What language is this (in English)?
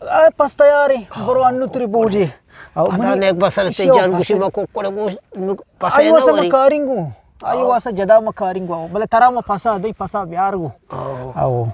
Eastern Balochi